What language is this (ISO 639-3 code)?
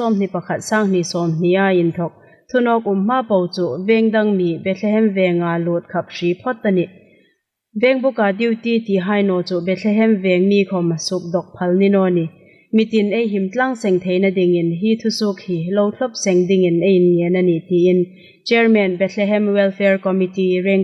hmr